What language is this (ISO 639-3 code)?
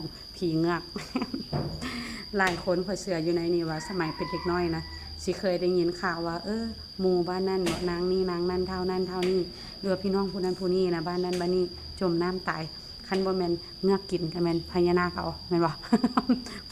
lao